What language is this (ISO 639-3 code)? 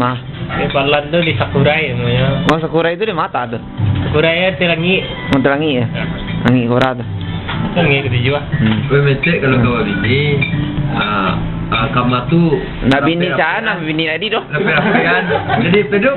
min